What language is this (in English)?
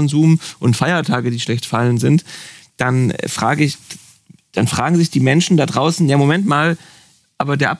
German